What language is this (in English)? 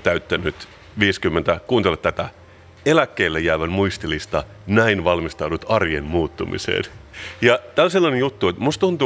Finnish